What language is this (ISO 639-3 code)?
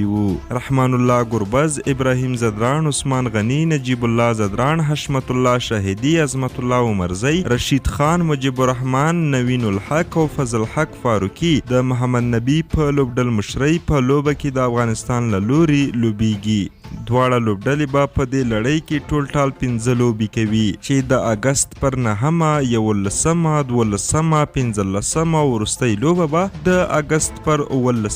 pus